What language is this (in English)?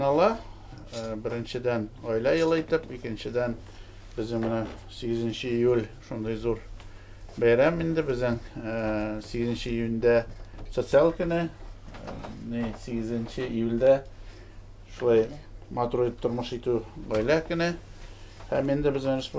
Tatar